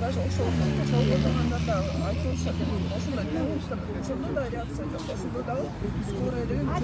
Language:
Kyrgyz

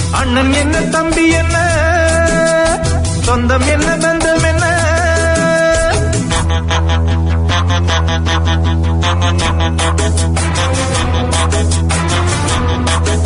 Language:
Tamil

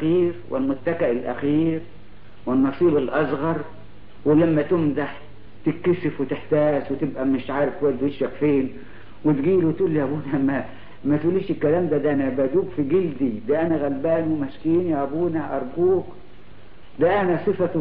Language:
Egyptian Arabic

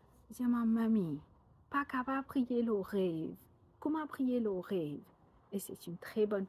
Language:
Morisyen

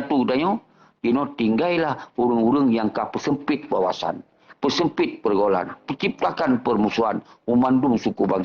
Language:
Achinese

